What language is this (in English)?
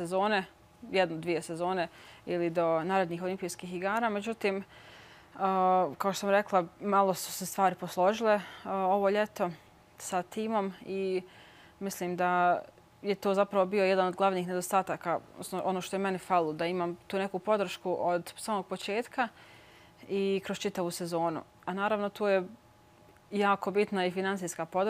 Bosnian